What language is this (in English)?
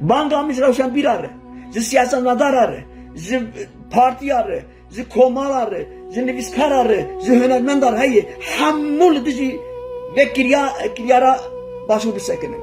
Kurdish